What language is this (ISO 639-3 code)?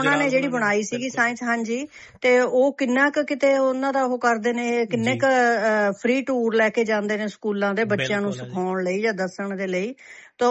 pan